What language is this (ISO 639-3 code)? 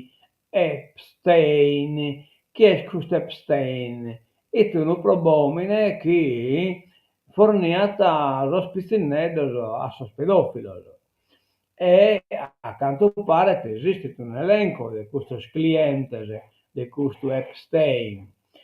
srd